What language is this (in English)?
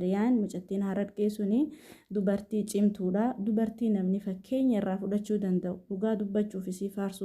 Oromo